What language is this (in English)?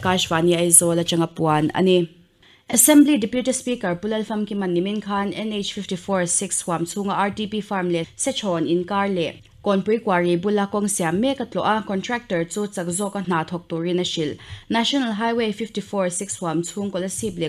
Mizo